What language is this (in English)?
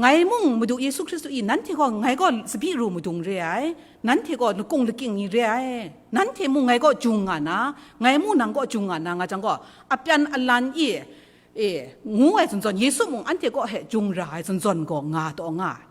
Kachin